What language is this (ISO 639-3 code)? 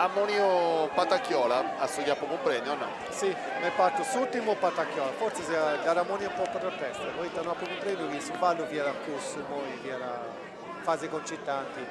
srd